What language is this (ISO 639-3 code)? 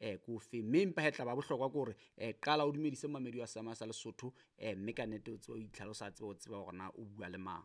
sot